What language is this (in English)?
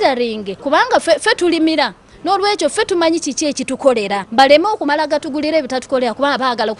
Ganda